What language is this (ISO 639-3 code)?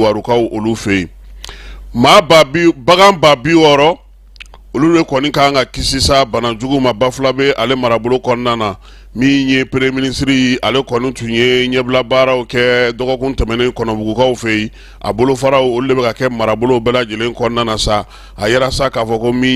bam